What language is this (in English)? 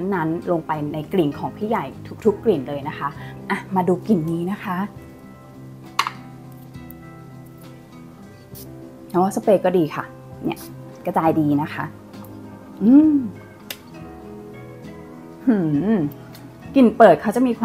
Thai